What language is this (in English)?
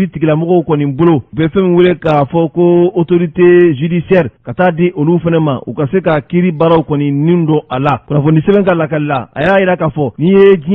Bambara